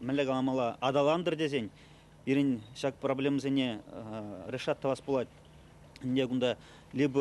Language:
Chuvash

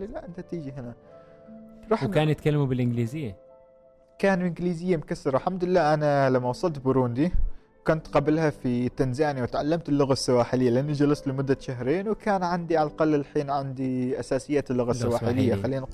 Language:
Gulf Arabic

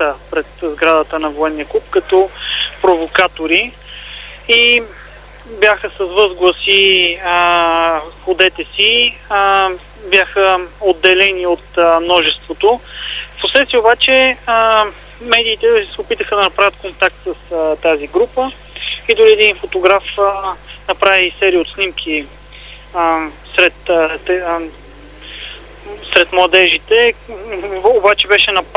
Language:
Bulgarian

